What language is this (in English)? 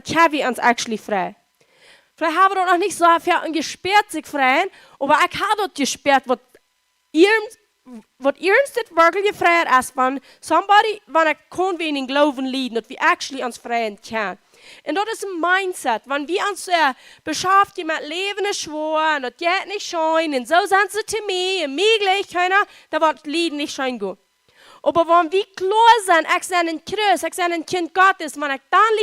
Plautdietsch